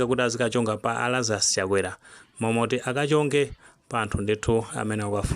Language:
Nyanja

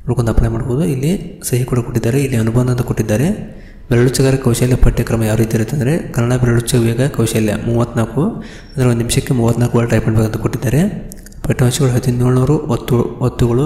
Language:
Kannada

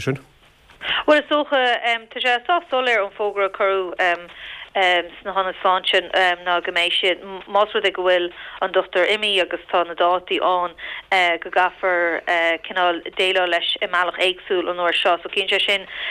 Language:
Irish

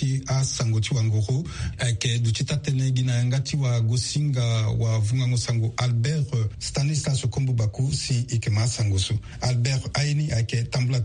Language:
Sango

